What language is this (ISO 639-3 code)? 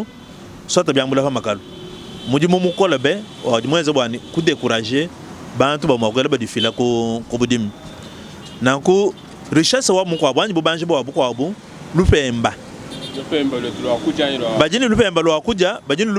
lua